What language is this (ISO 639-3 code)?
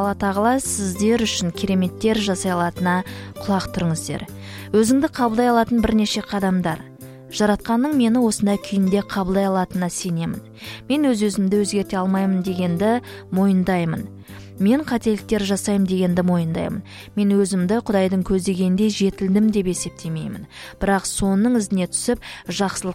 kaz